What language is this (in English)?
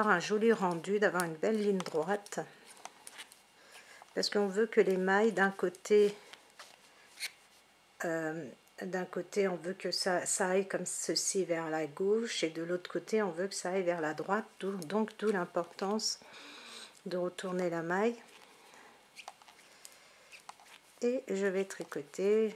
French